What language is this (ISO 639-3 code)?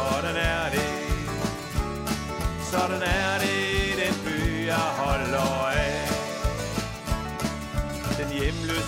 dan